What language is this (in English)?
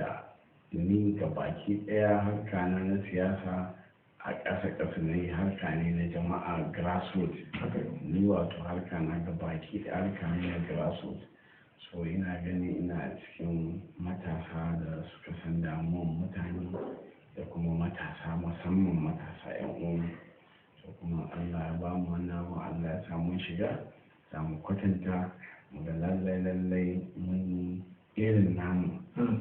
Hausa